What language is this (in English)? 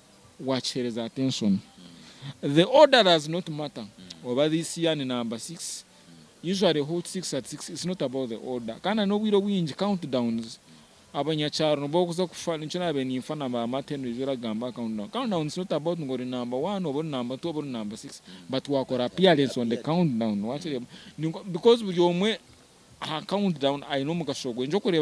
Nyankole